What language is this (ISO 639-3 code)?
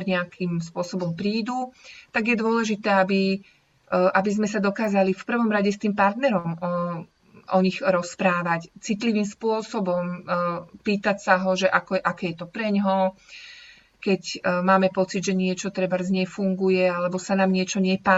slk